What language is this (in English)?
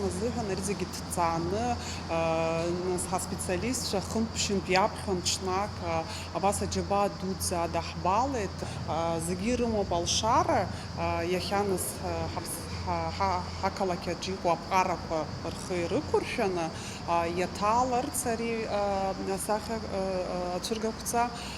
Abkhazian